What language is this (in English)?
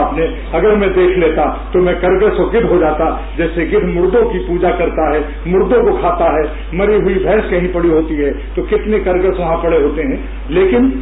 Urdu